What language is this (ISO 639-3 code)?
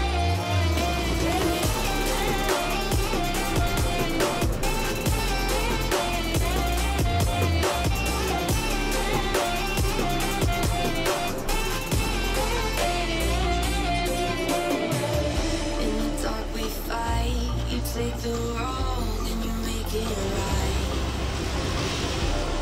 eng